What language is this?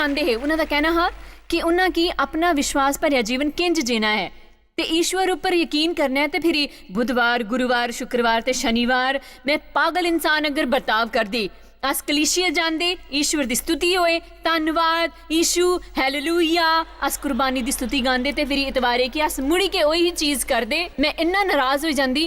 Dogri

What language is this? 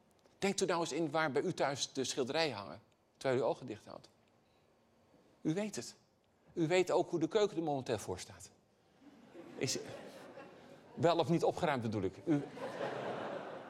Dutch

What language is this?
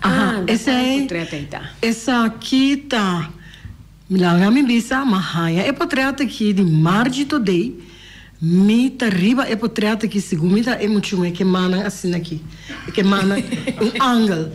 Papiamento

